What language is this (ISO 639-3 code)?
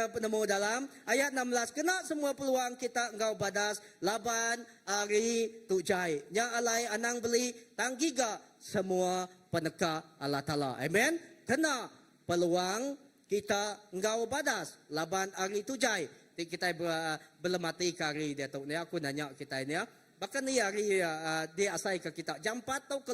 iba